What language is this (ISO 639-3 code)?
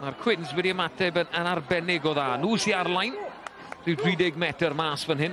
cym